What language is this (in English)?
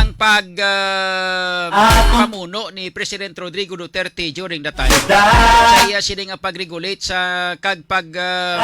Hiligaynon